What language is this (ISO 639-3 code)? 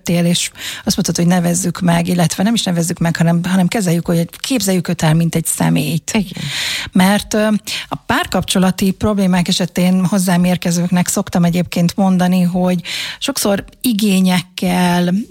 hun